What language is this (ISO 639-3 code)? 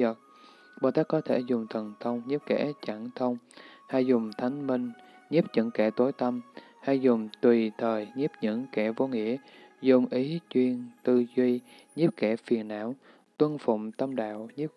vie